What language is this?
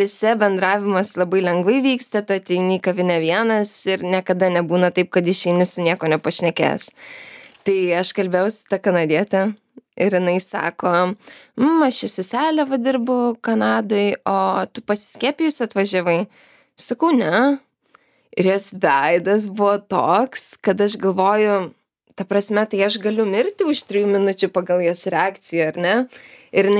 Lithuanian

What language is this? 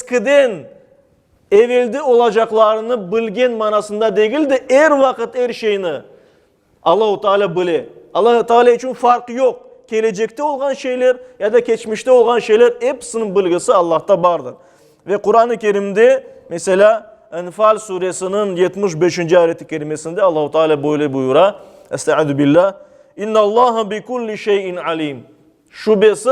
Crimean Tatar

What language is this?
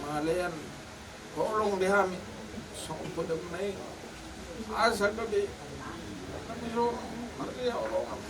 Batak Toba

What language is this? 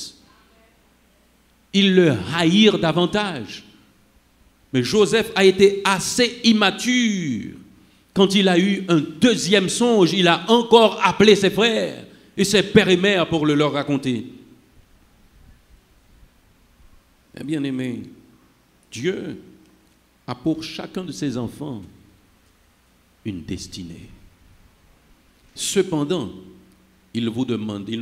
French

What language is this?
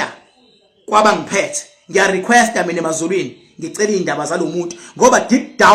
Zulu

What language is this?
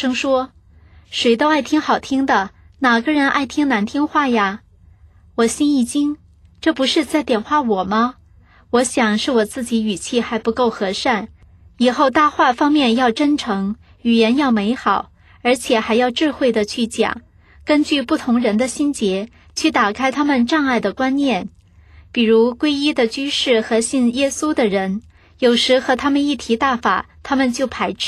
Chinese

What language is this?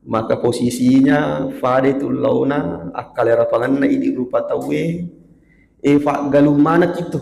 Buginese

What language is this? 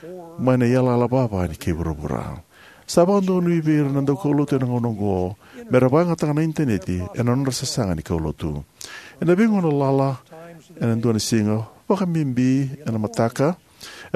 Fijian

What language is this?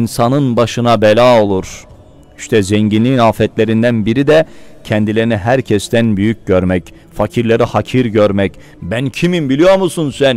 Turkish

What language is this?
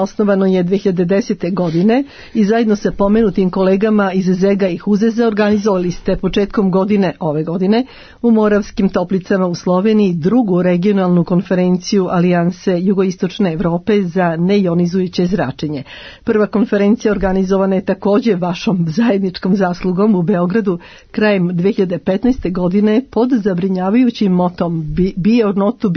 Serbian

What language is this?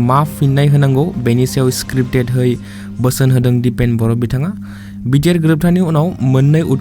Bodo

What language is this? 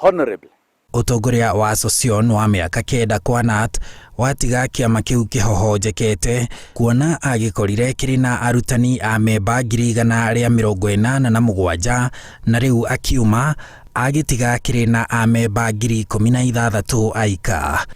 Kikuyu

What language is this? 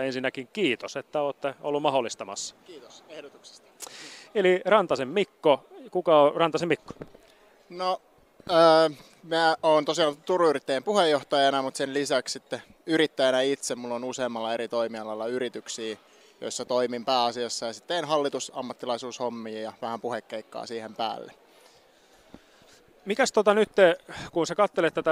Finnish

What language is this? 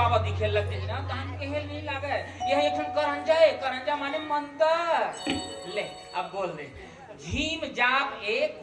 Chhattisgarhi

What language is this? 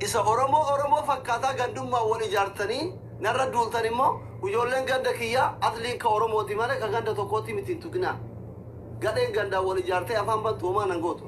Oromo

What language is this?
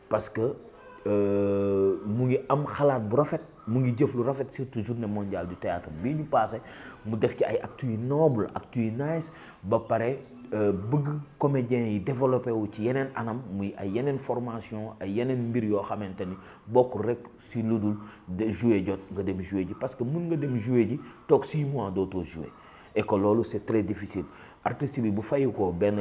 Wolof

